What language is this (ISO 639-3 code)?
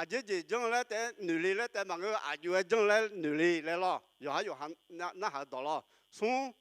ahk